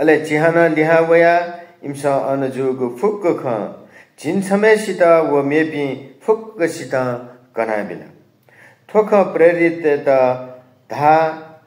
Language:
Newari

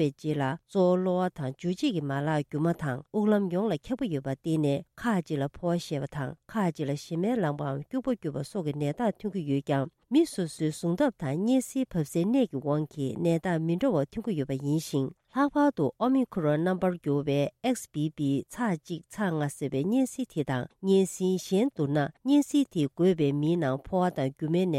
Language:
Tibetan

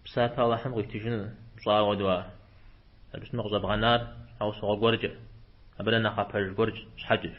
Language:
Kabardian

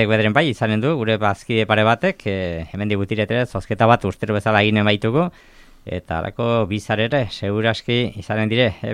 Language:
Basque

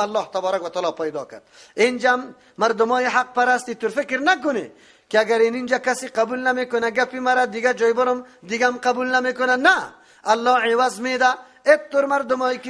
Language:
Persian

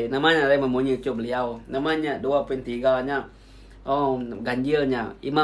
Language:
Iban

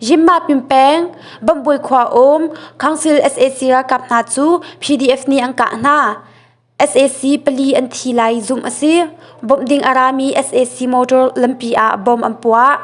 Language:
Hakha Chin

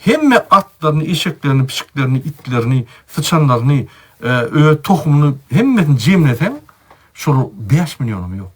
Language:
Turkmen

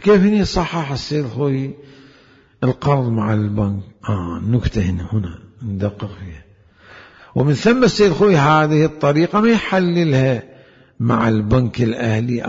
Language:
Mesopotamian Arabic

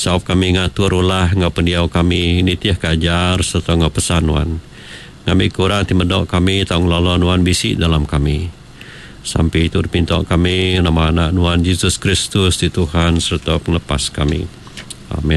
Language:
Iban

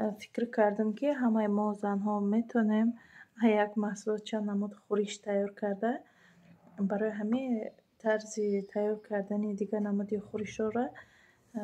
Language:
Tajik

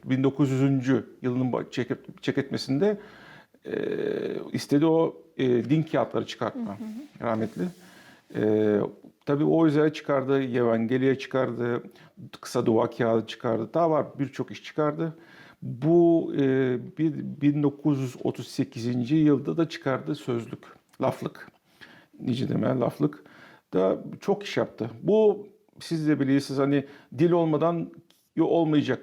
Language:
Gagauz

